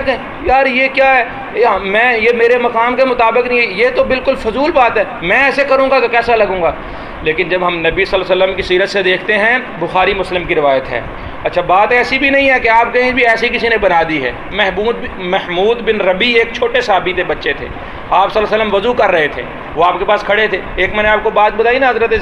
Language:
Urdu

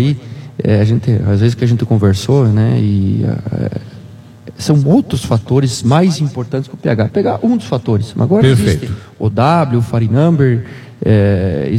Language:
Portuguese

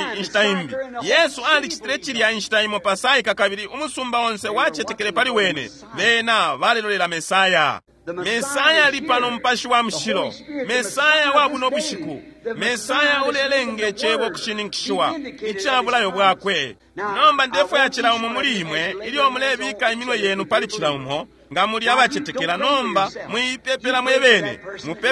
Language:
Bemba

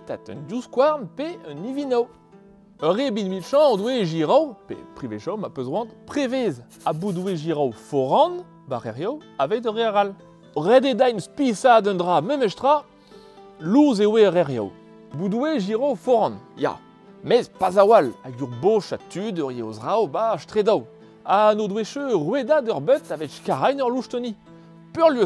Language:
Breton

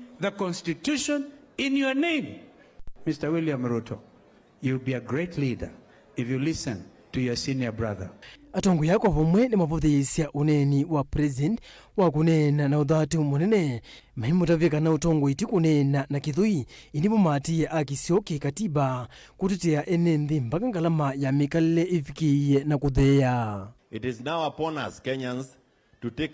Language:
Kamba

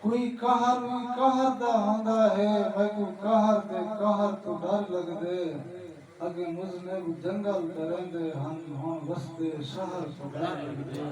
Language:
Saraiki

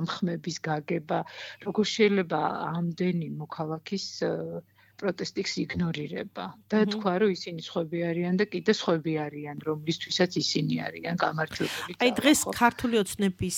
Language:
Georgian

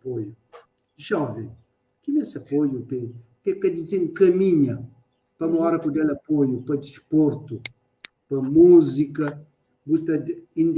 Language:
Kabuverdianu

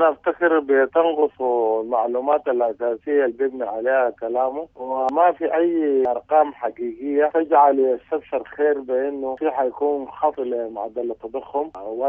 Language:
Sudanese Arabic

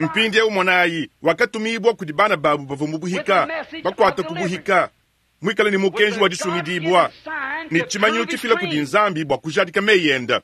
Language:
Luba-Lulua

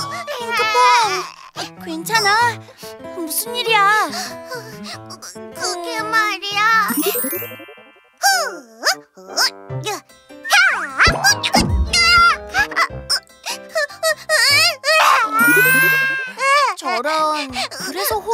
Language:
Korean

